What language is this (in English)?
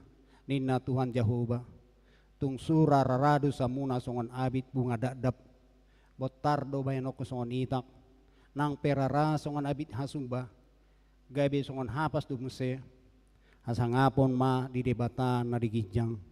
Batak Toba